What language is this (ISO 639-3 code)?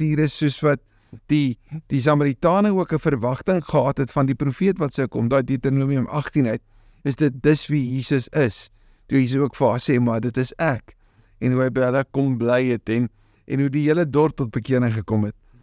afr